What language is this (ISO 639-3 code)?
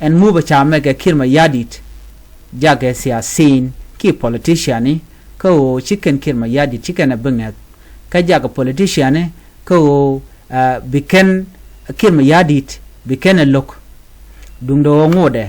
nus